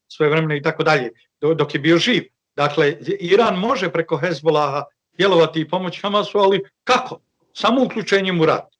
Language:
Bosnian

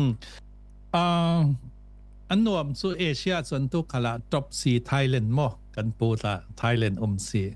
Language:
Falam Chin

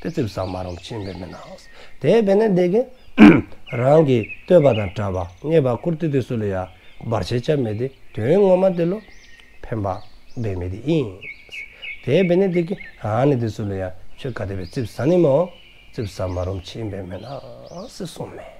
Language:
Dzongkha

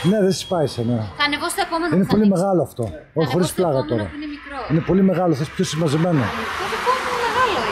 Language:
Greek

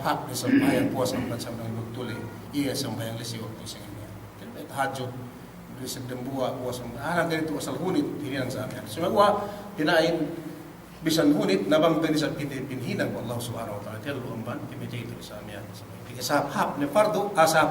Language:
Yakan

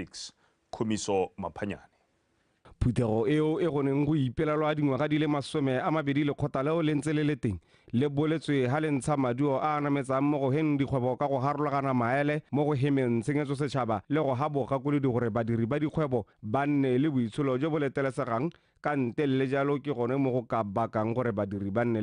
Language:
Tswana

